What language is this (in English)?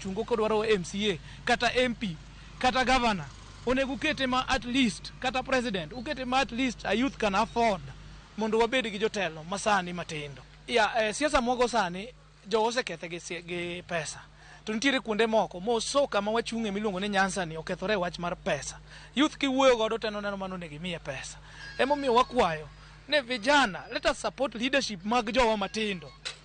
Luo (Kenya and Tanzania)